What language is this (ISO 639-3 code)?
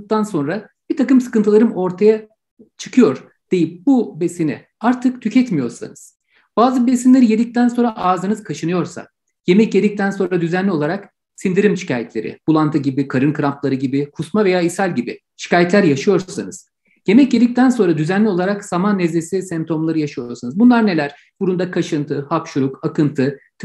tur